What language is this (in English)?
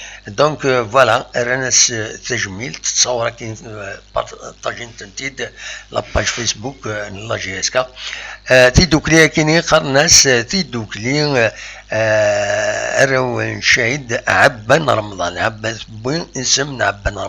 Kabyle